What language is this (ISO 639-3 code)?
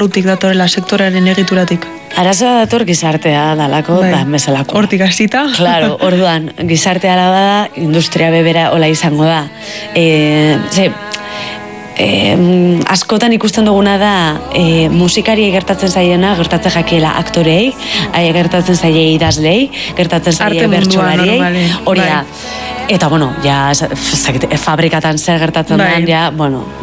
eus